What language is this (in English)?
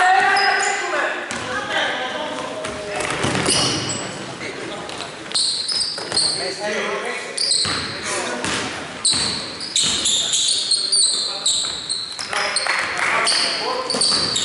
Greek